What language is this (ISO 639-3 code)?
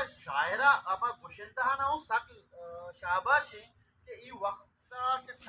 bal